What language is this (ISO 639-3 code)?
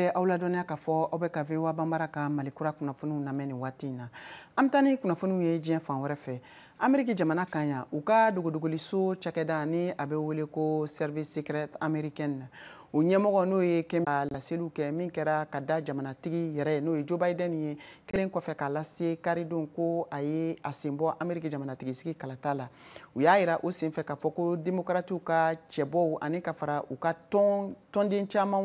bam